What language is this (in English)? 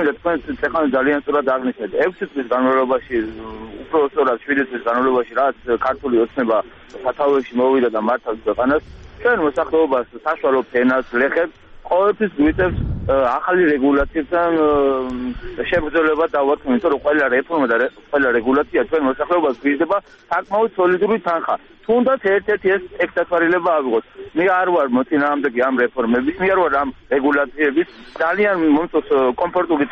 Georgian